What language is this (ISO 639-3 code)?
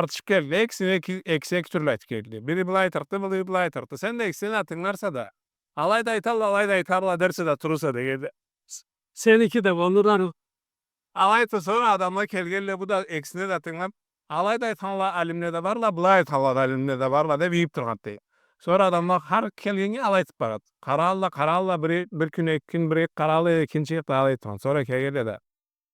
krc